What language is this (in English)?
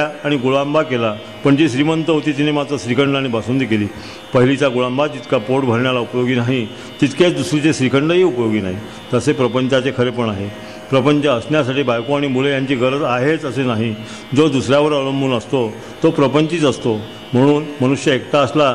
Marathi